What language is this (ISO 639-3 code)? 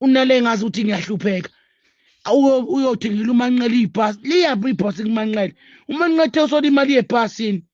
zul